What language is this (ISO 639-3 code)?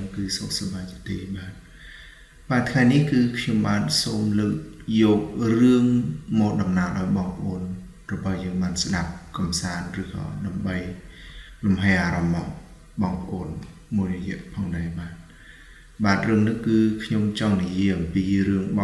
khm